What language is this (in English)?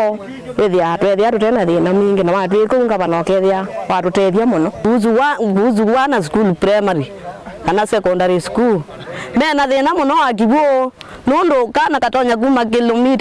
Kamba